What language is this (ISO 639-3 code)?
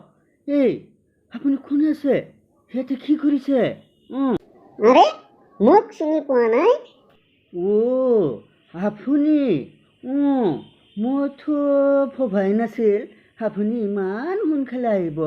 asm